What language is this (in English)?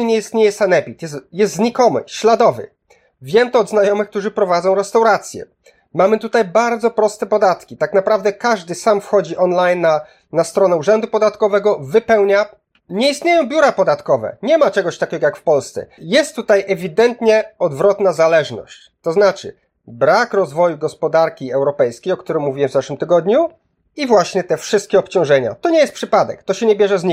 Polish